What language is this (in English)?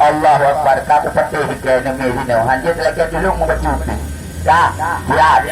Achinese